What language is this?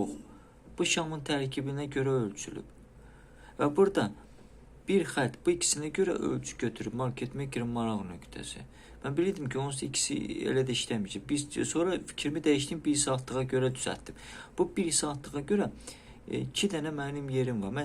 Azerbaijani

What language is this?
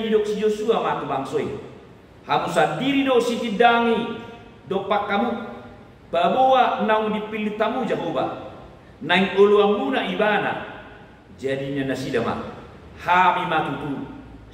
Batak Toba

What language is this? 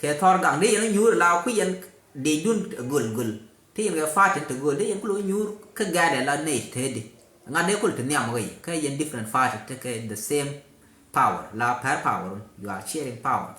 Nuer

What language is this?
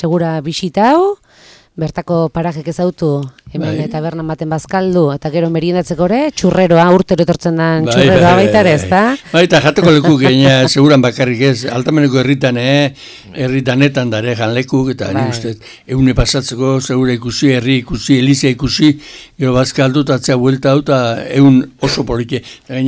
Basque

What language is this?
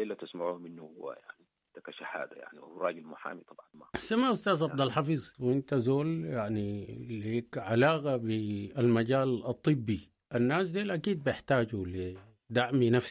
Sudanese Arabic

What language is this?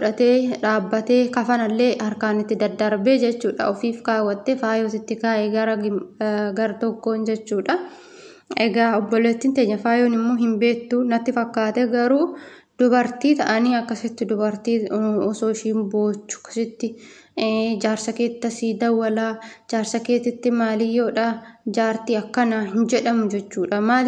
Oromo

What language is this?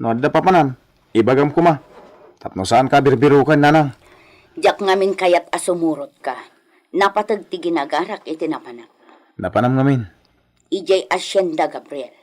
Iloko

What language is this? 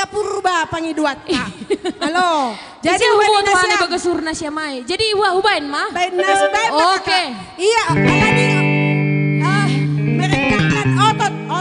Batak Simalungun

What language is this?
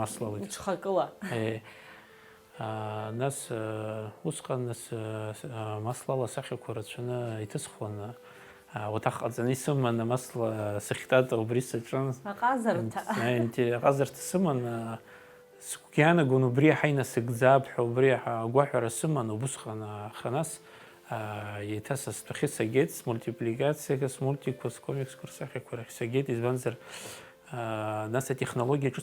Abkhazian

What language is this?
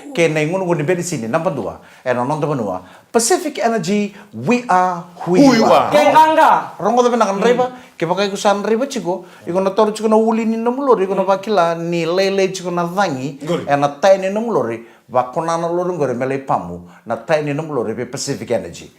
Fijian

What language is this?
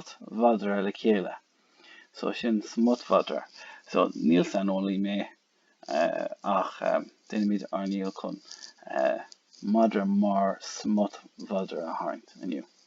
Irish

